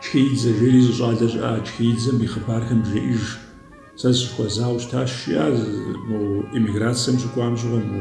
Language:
Kabardian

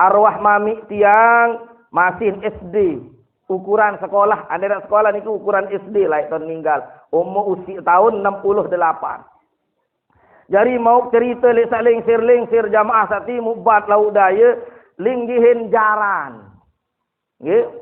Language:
Sasak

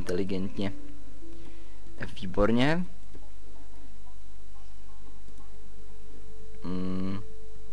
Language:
Czech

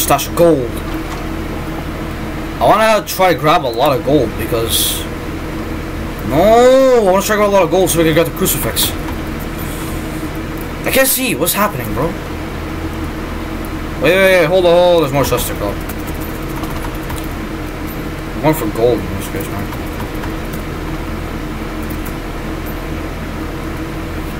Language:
English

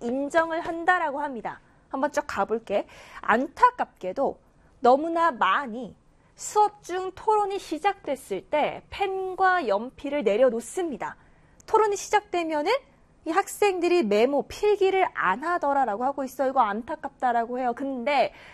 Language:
Korean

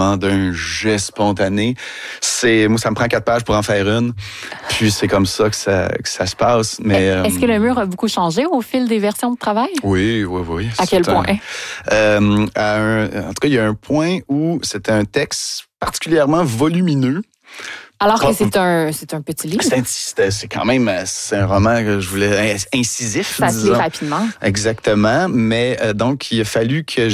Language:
French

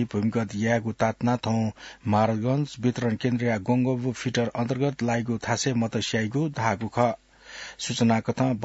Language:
Newari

